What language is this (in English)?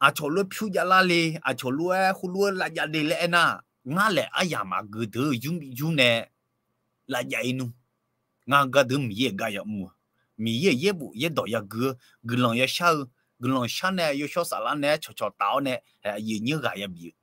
Akha